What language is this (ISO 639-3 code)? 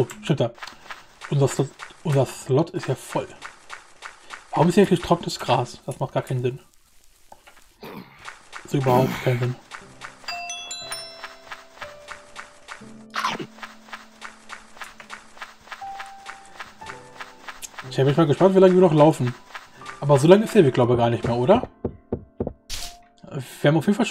deu